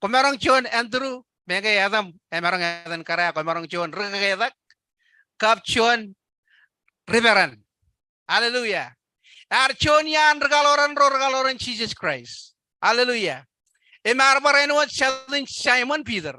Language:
Marshallese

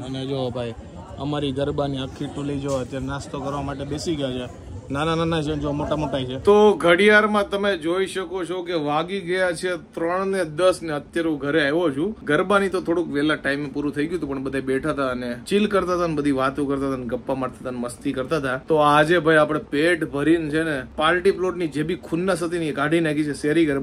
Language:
Gujarati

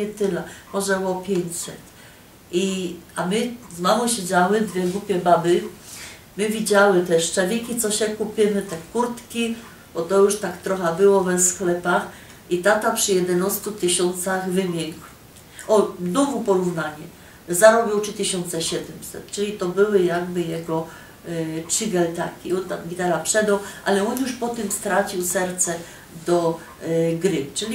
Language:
Silesian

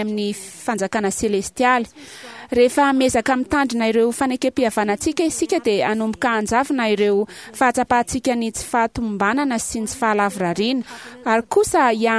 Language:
Malagasy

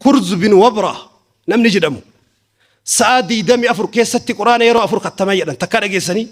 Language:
Oromo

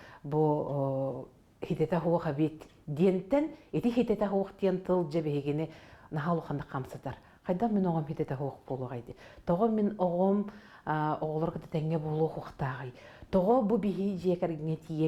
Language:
Yakut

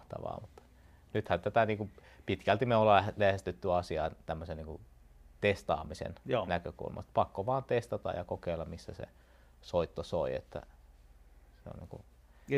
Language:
Finnish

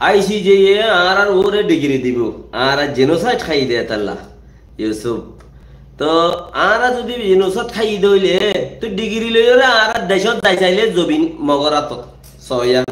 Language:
Rohingya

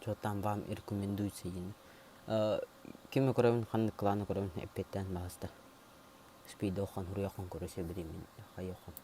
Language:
Yakut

